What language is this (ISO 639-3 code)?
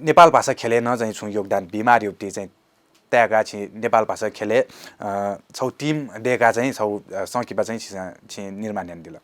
new